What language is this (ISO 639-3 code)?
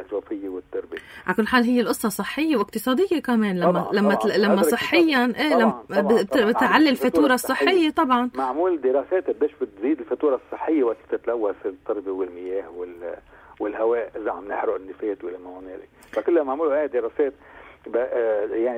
apc